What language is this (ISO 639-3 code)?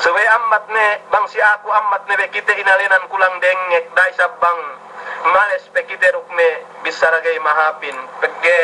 yka